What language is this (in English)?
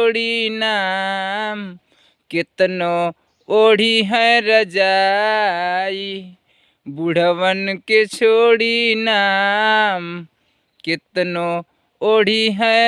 Bhojpuri